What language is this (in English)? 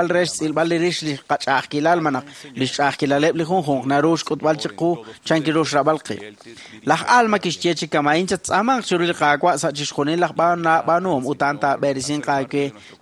Kekchí